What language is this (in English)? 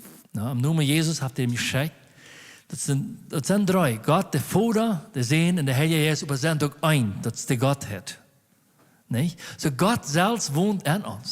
Plautdietsch